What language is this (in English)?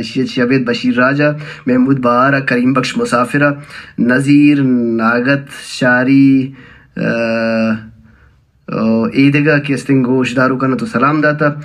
Baluchi